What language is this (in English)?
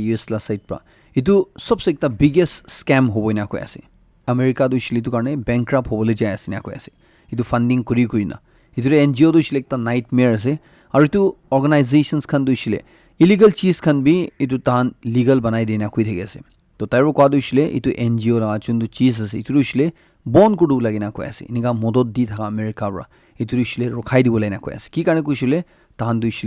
Naga Pidgin